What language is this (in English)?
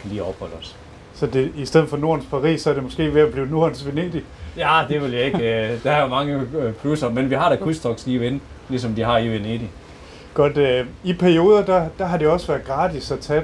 Danish